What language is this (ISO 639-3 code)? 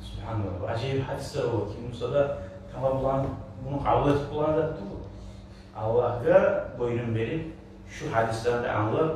kum